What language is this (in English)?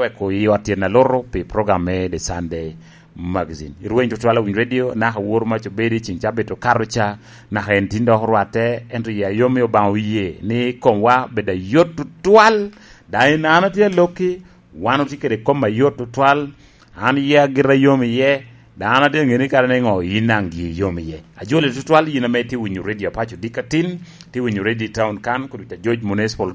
Lango (Uganda)